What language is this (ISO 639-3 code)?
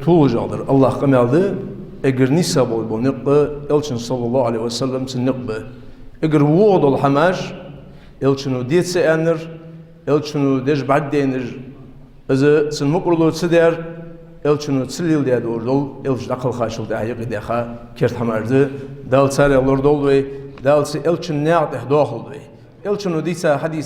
inh